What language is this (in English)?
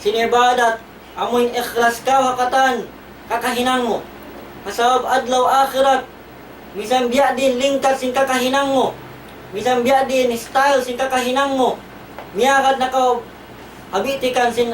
Tausug